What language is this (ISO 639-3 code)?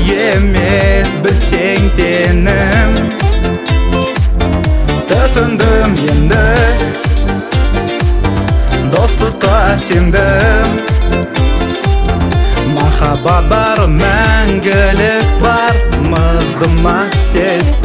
kaz